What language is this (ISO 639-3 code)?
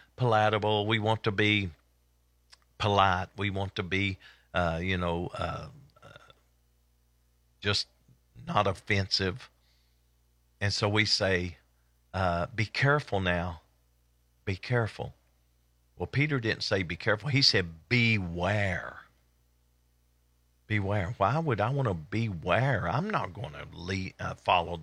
eng